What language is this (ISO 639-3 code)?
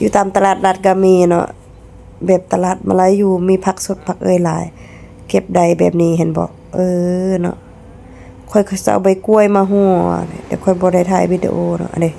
lao